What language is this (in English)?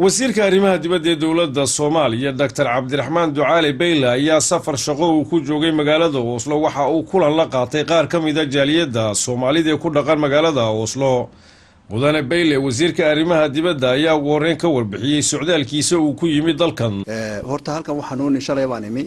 Somali